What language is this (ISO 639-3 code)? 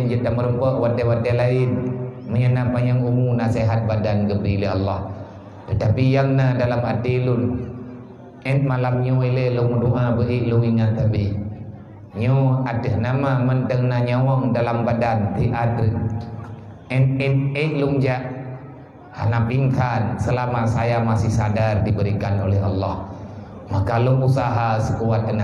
ace